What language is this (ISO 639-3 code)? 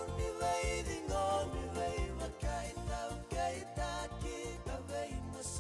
fij